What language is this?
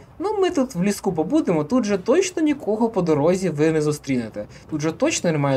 Ukrainian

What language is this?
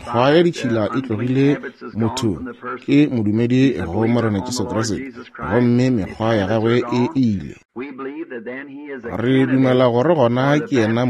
Northern Sotho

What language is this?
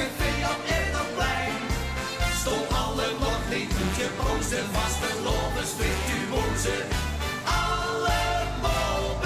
Limburgish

